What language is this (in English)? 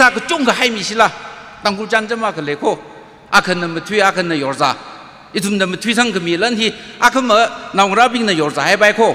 Tangkhul Naga (India)